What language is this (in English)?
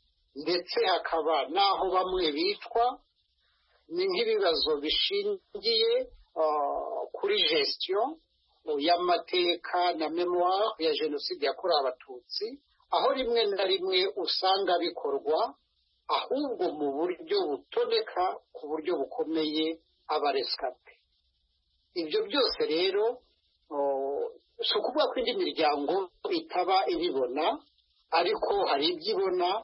Kinyarwanda